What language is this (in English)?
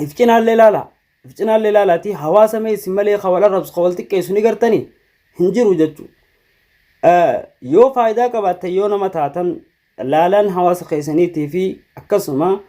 Oromo